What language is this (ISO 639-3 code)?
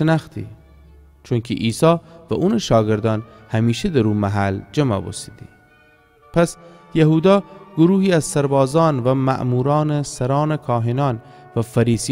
glk